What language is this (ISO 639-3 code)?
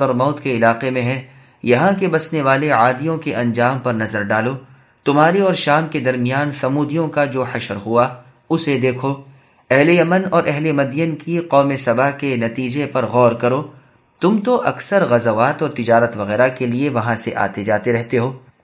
urd